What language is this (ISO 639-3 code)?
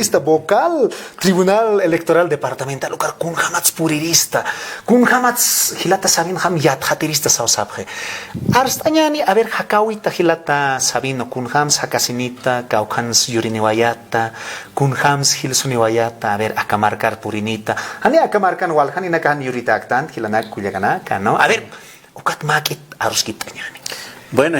aym